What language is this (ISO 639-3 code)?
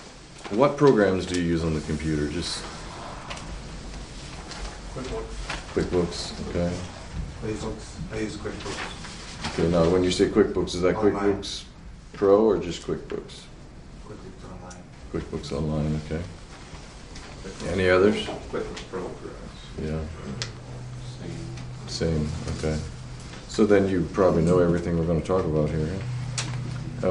eng